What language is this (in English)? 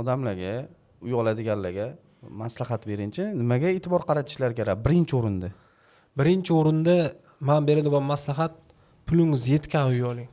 Uzbek